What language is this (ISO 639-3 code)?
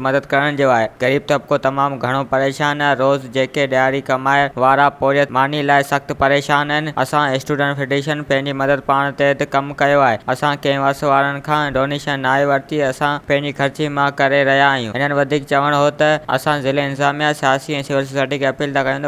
snd